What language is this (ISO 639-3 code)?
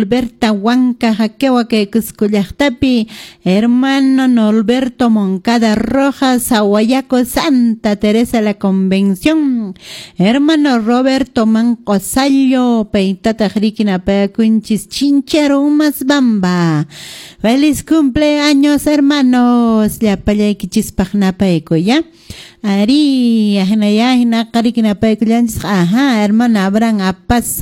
que